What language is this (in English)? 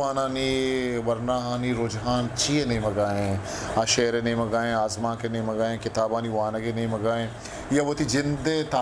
Eastern Balochi